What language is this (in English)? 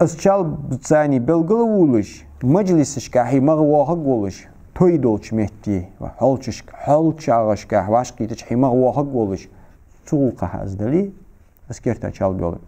Ingush